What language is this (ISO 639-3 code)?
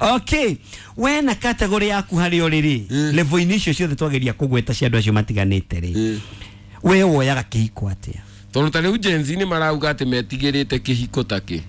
kik